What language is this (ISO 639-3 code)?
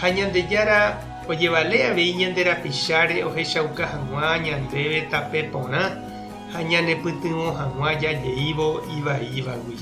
grn